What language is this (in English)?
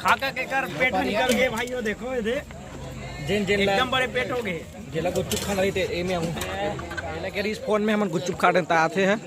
Chhattisgarhi